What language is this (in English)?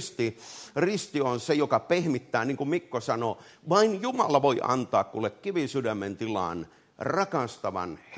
Finnish